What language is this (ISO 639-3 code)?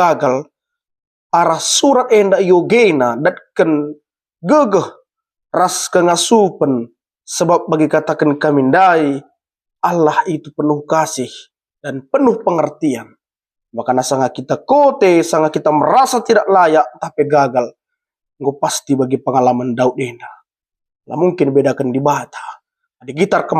btx